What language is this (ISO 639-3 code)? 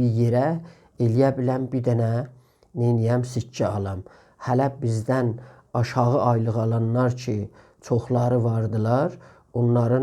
azb